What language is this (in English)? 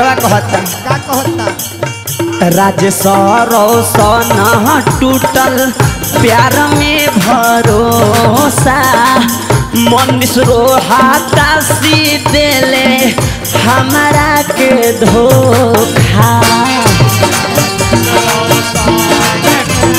Bhojpuri